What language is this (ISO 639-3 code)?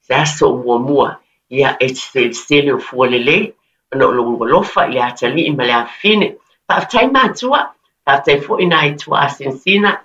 smo